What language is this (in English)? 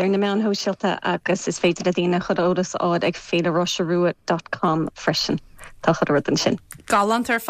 Irish